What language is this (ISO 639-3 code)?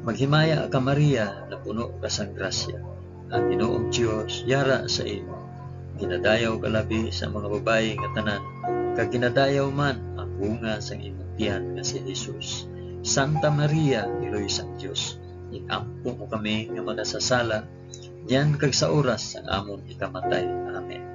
hil